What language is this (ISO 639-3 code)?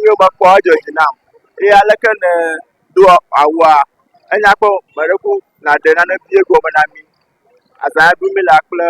ewe